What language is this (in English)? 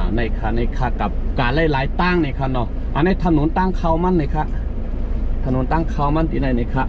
Shan